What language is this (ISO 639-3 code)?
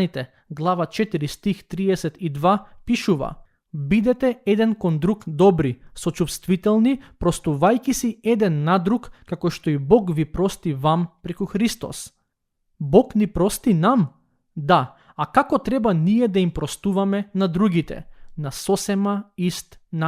mkd